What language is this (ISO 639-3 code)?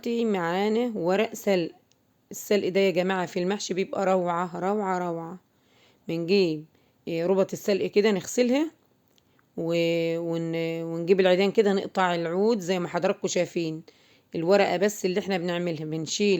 arz